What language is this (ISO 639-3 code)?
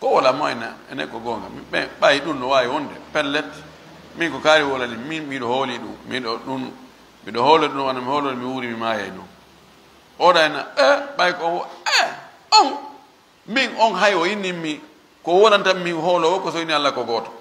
ful